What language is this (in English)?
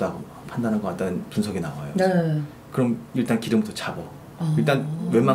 Korean